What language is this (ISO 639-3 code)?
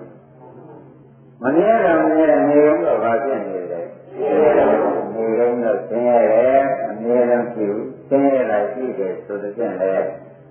mya